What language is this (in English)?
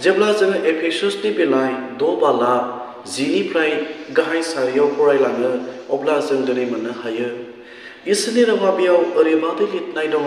Bodo